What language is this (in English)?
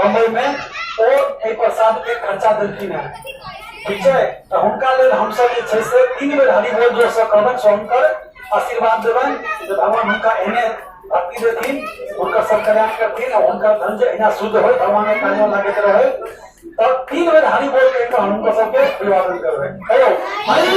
Maithili